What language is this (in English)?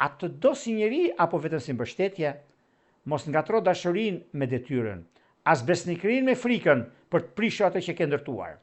Albanian